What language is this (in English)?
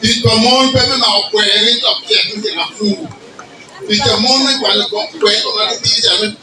Acoli